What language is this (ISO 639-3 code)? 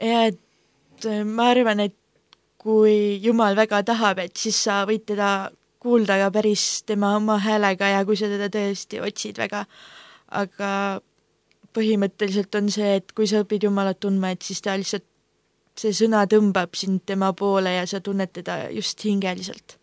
est